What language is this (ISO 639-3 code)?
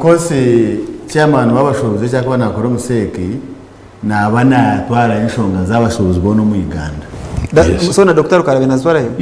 nyn